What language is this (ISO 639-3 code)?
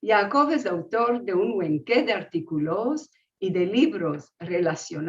lad